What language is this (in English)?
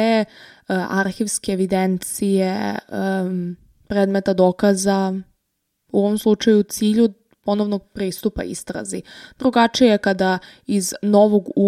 Serbian